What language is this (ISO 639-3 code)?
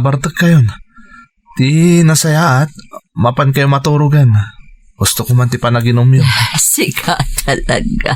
ilo